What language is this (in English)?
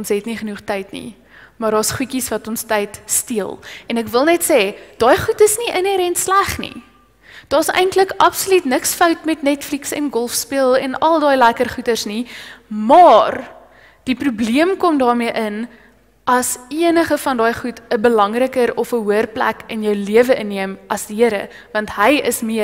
Afrikaans